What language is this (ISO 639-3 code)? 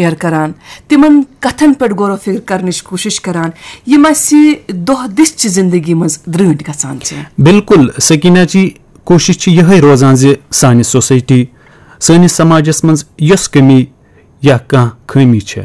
kas